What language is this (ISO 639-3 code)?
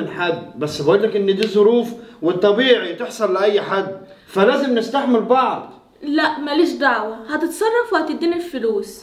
arz